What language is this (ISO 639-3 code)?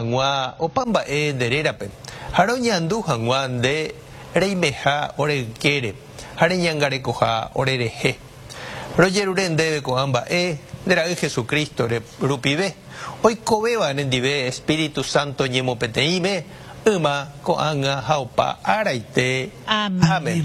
grn